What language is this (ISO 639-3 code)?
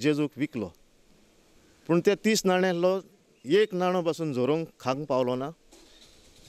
kok